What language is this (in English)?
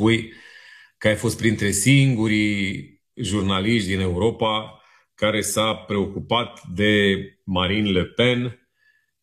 Romanian